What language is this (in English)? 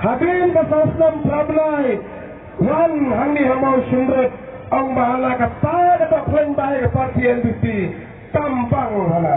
Khasi